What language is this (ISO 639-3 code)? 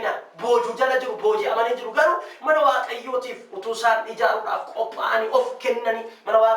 orm